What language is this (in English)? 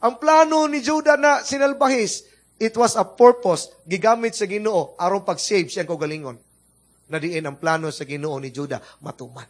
Cebuano